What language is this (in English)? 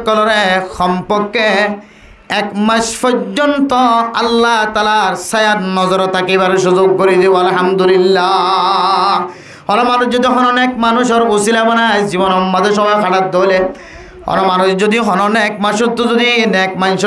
Rohingya